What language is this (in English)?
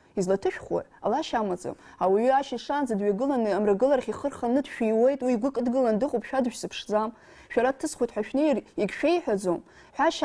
Abkhazian